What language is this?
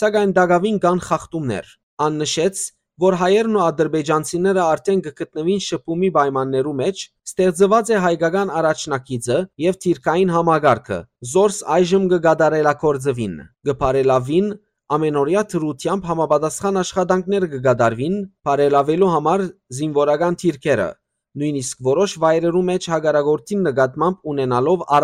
Western Armenian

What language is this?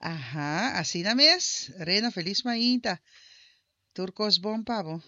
Papiamento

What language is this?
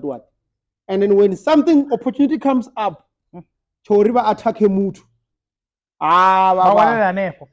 Venda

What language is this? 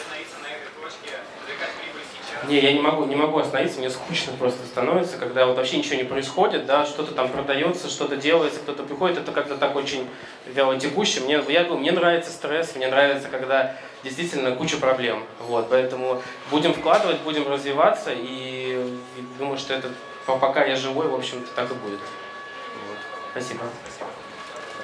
Russian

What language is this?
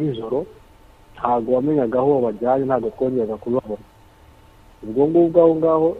Kinyarwanda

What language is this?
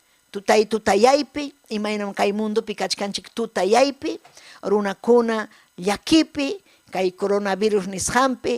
Ayacucho Quechua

